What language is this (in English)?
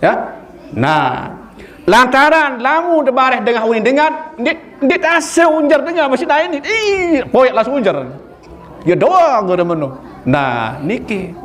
Sasak